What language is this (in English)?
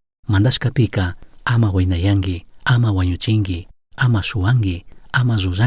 Chimborazo Highland Quichua